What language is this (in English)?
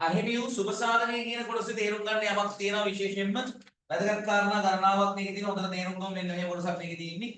Sinhala